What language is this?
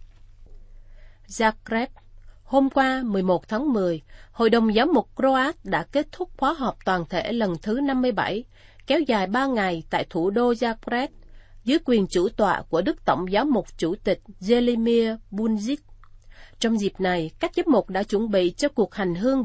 Vietnamese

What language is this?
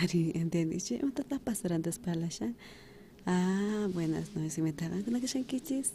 South Bolivian Quechua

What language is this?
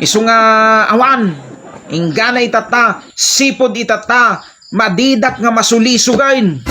Iloko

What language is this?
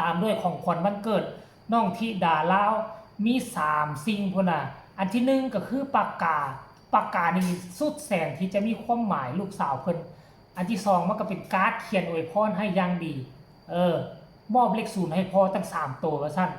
Northeastern Thai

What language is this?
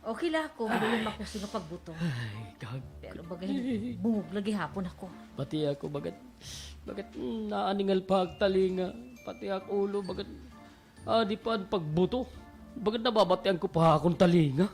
Waray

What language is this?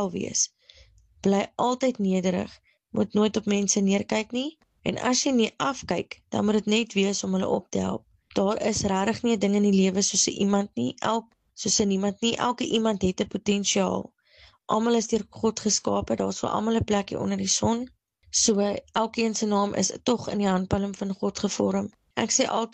Afrikaans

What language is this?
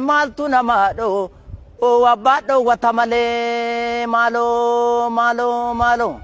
Oromo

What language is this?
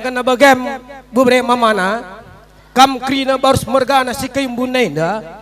Batak Karo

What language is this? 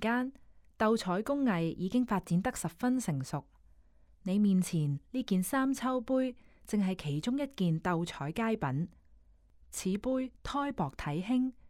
Cantonese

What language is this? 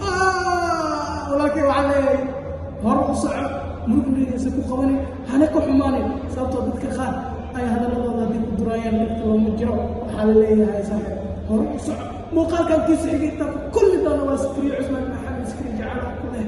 Somali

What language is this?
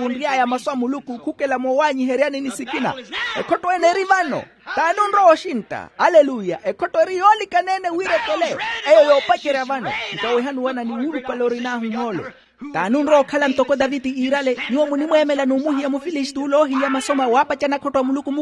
Makhuwa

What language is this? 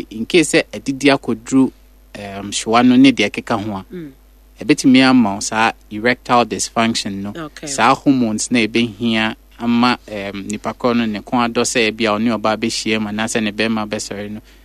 Akan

